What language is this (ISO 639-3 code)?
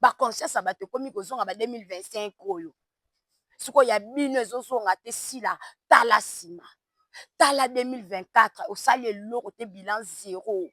lin